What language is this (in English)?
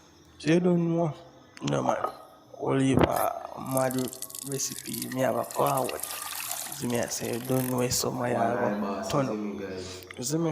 Jamaican Creole English